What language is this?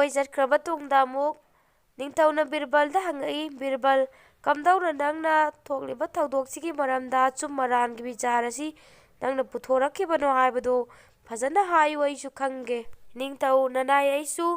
Manipuri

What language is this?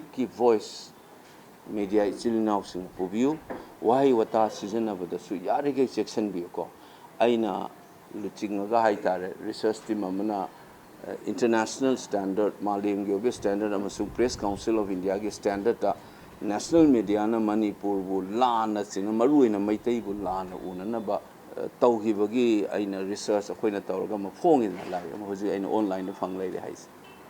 Manipuri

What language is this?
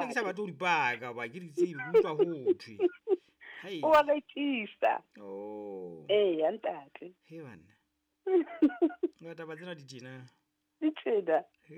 Southern Sotho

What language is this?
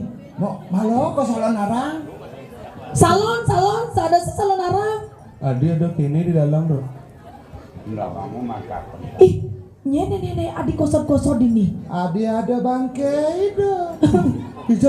Balinese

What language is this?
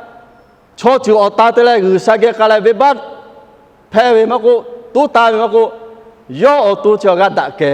Lahu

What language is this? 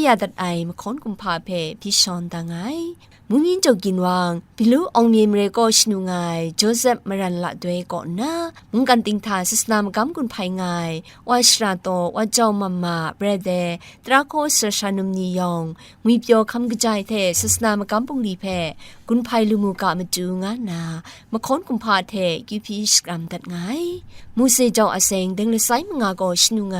Kachin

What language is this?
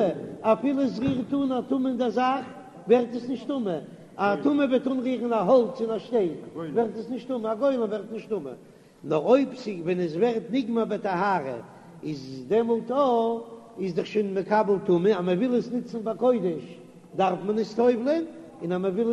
Yiddish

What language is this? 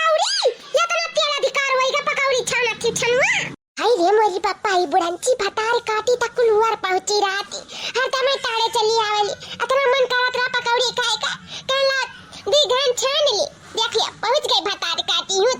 Awadhi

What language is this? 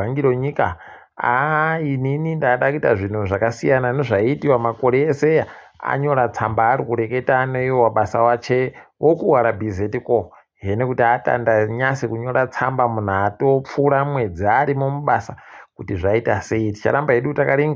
Ndau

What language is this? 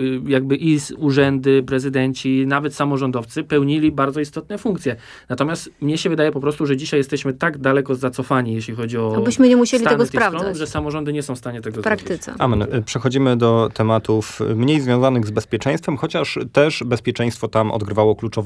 Polish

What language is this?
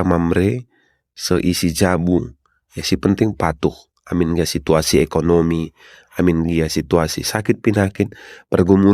Batak Karo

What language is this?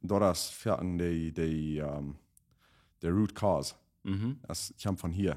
Plautdietsch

